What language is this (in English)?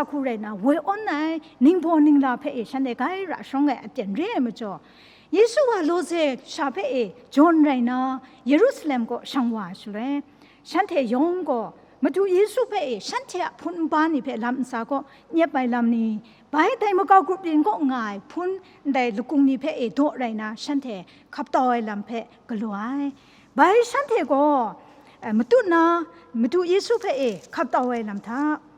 Kachin